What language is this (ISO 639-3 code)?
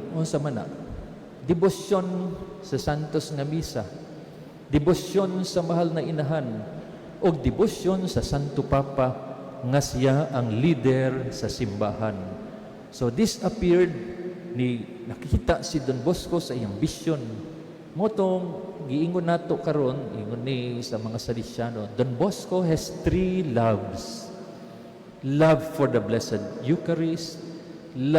ceb